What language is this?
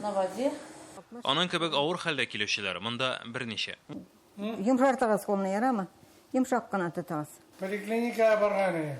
Tatar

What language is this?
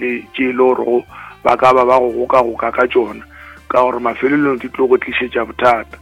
Northern Sotho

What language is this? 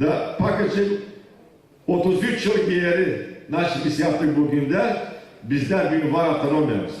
Gagauz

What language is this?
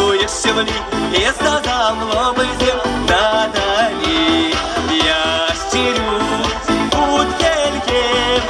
Chuvash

